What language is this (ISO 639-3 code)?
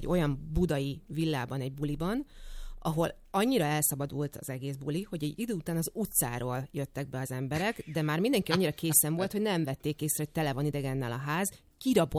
hun